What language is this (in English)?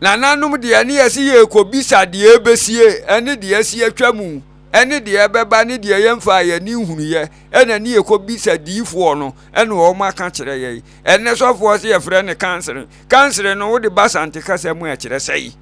Akan